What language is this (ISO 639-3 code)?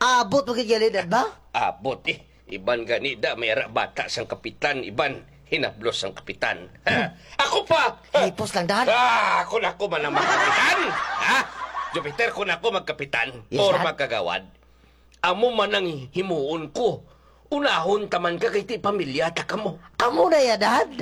hil